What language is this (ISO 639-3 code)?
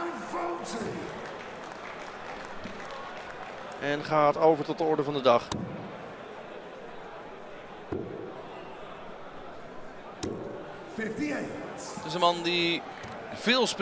nld